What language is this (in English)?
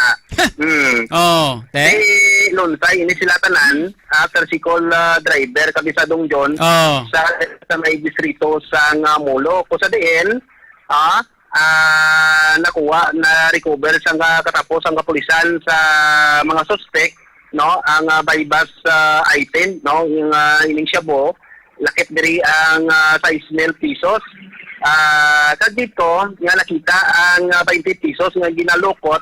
Hiligaynon